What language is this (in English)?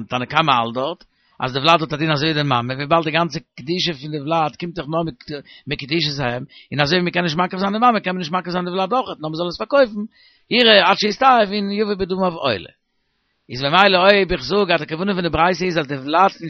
Yiddish